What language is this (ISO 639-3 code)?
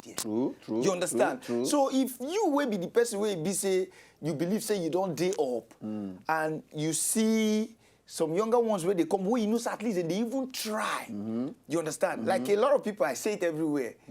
pcm